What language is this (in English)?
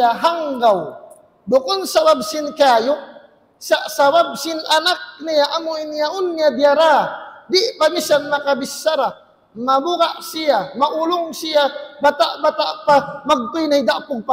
Tausug